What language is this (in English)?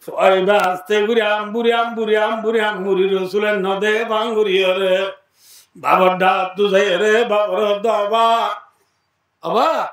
Rohingya